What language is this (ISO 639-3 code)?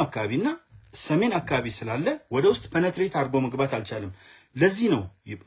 amh